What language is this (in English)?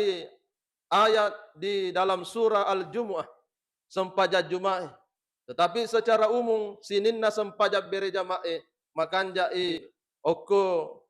Buginese